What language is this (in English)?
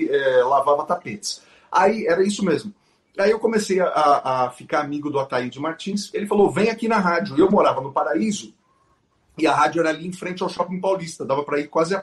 Portuguese